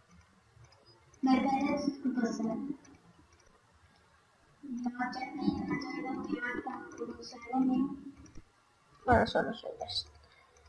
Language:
Turkish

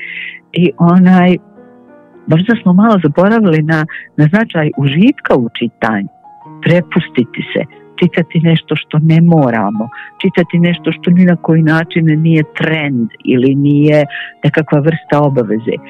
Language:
Bosnian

